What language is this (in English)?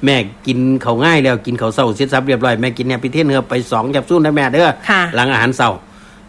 Northeastern Thai